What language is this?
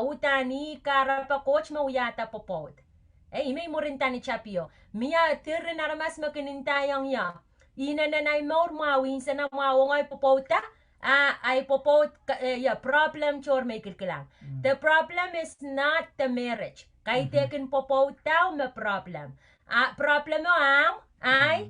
Pohnpeian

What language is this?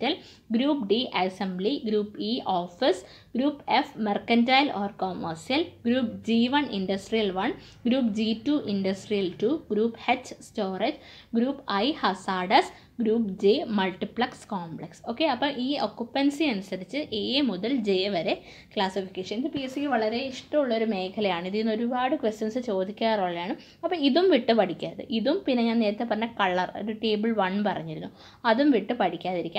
Malayalam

